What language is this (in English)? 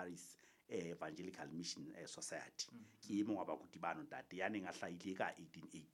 Southern Sotho